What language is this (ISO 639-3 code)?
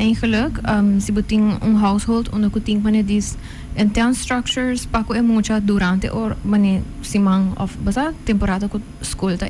pap